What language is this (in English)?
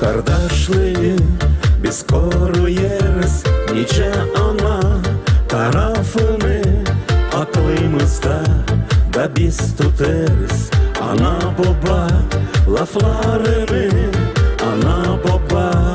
Gagauz